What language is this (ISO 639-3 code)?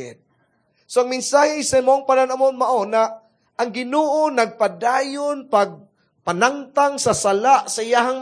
ceb